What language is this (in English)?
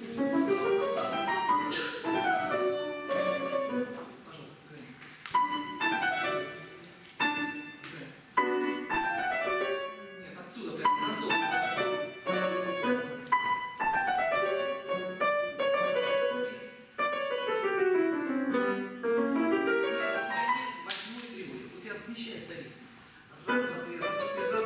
Russian